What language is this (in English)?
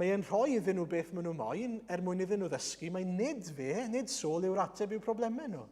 Welsh